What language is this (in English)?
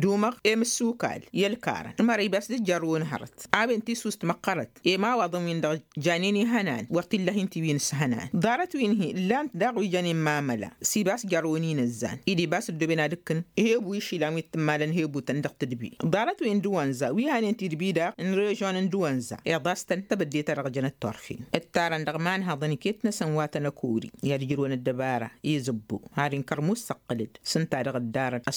Tamasheq